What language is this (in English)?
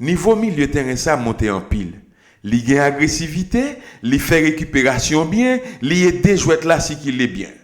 Haitian Creole